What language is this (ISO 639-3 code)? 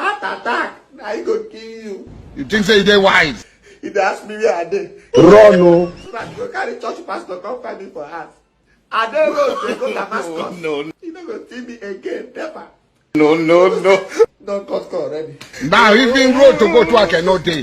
pcm